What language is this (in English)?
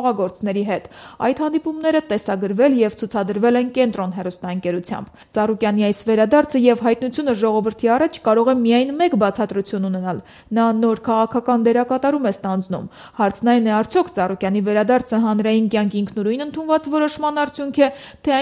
Armenian